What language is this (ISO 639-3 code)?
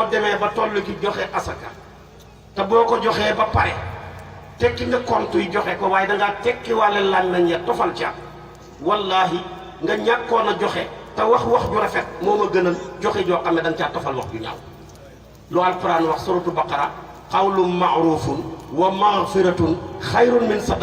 wol